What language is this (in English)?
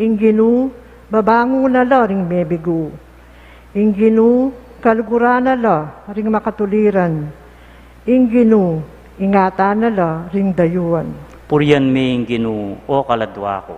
Pampanga